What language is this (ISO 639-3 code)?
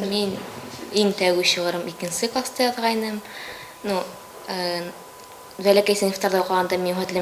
bak